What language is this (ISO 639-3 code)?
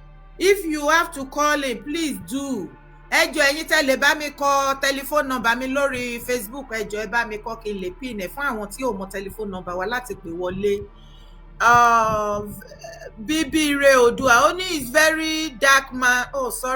yor